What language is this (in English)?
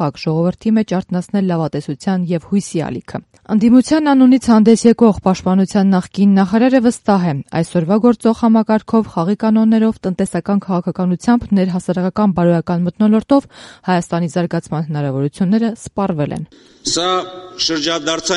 Armenian